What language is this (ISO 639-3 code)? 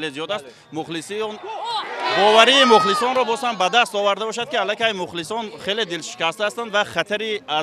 tgk